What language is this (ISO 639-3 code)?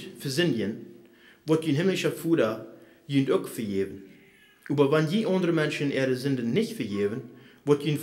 pdt